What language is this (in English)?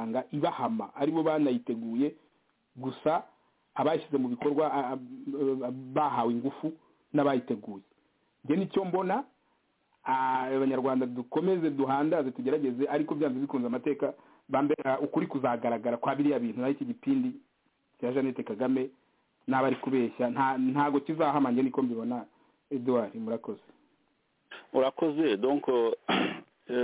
Kinyarwanda